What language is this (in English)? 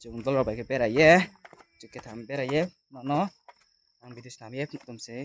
Riang (India)